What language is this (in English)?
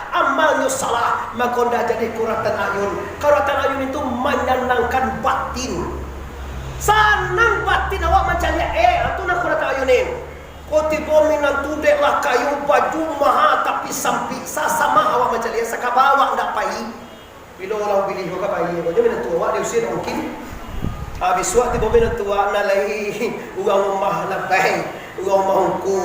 Minangkabau